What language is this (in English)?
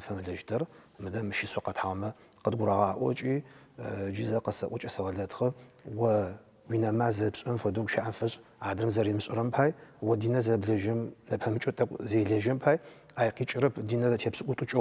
Adyghe